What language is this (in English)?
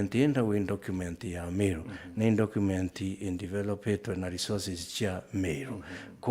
Meru